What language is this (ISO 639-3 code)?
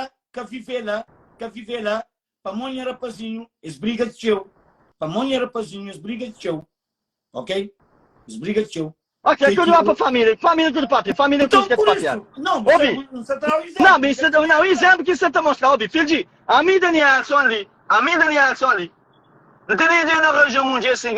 kea